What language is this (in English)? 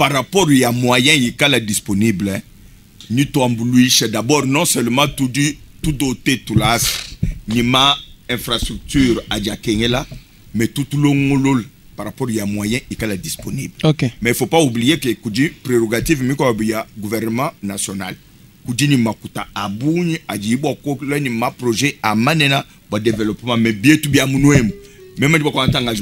Luba-Lulua